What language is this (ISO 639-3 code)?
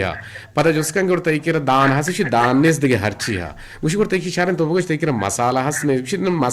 bgp